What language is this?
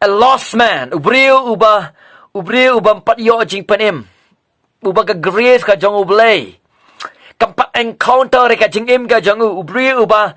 Khasi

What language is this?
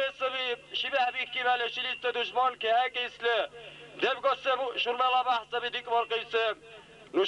Dargwa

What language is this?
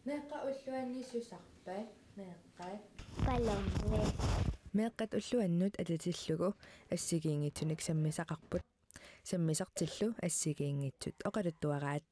Kalaallisut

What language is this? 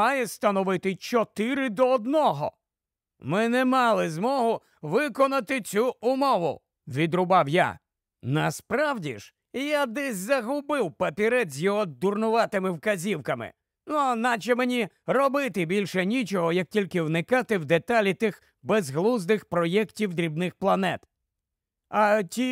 Ukrainian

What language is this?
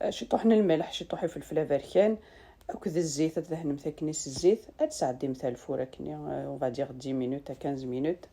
Kabyle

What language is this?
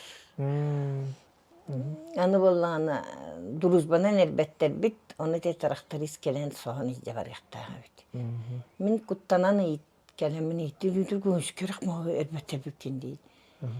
Yakut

